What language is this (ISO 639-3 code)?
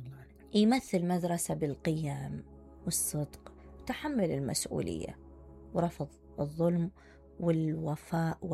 acm